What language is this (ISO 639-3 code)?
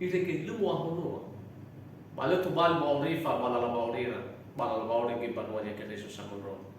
nia